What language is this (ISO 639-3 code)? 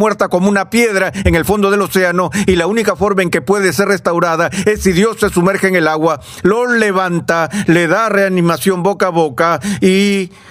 spa